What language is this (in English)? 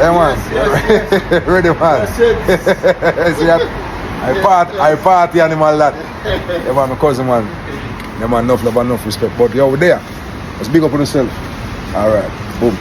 Jamaican Creole English